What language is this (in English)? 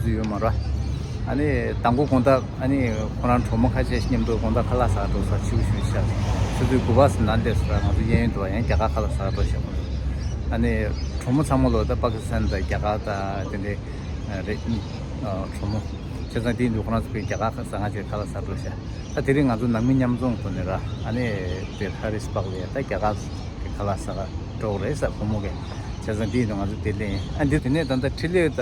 Tibetan